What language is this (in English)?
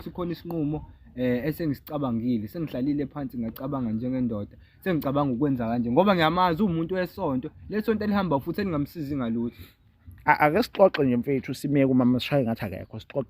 Zulu